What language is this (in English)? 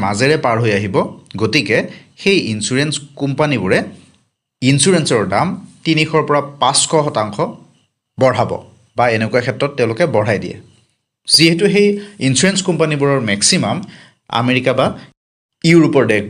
Assamese